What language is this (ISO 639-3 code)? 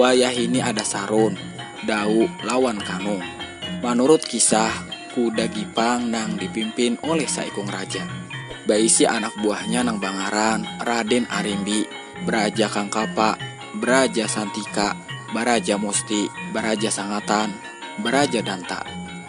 bjn